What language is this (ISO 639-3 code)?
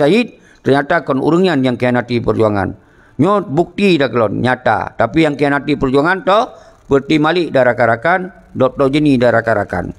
ace